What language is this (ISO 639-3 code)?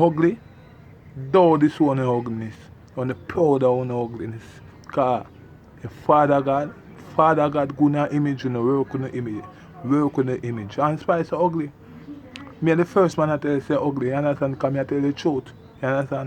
jam